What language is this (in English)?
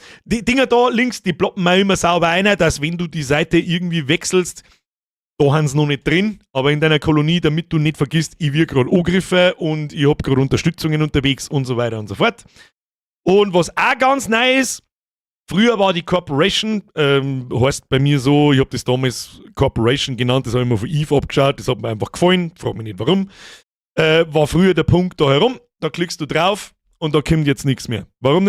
Bavarian